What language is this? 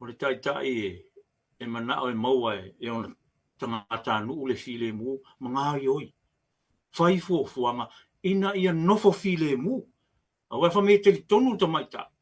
Samoan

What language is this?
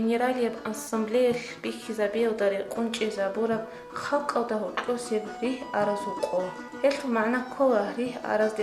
Avaric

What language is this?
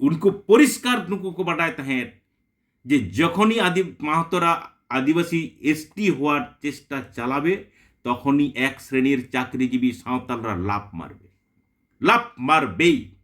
Santali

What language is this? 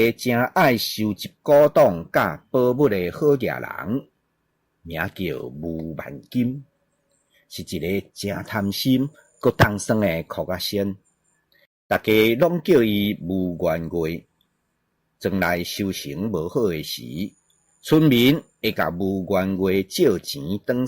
Min Nan Chinese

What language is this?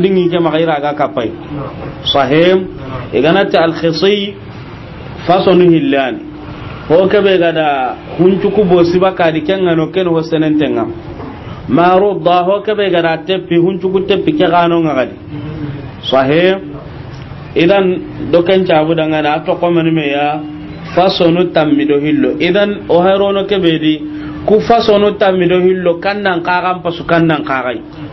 Soninke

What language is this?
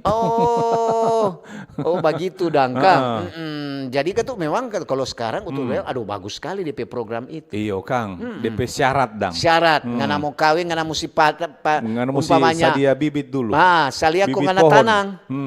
Manado Malay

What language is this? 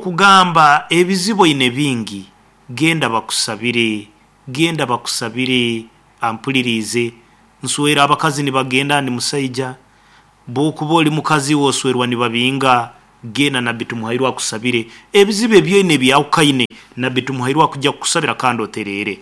Nyankole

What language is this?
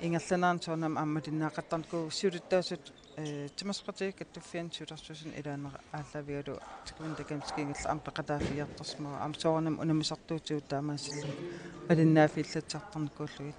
Kalaallisut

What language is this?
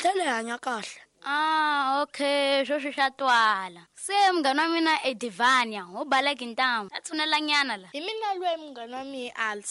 Tsonga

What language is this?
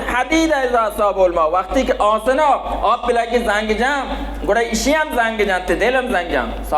Baluchi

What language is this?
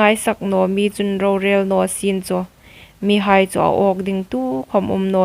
Hmar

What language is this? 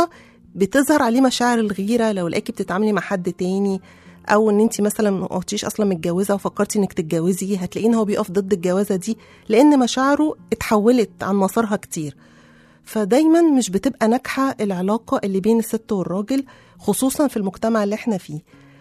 Egyptian Arabic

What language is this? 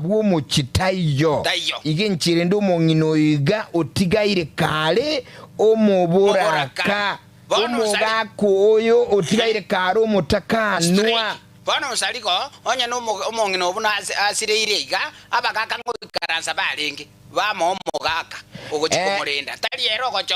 Gusii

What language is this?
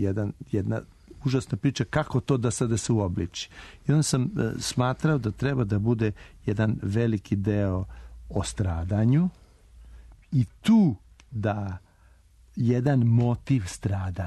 Serbian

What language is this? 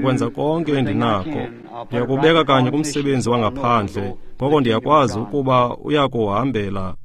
Xhosa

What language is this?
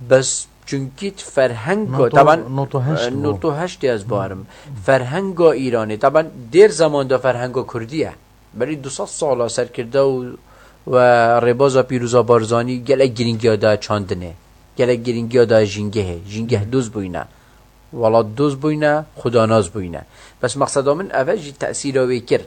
Kurdish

